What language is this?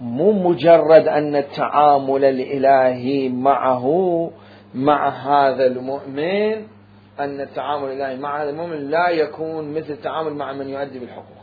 Mesopotamian Arabic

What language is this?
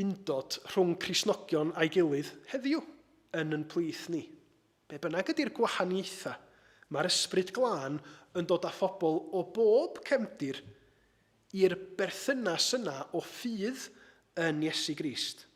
Welsh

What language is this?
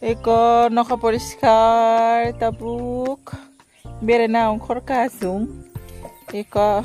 Kok Borok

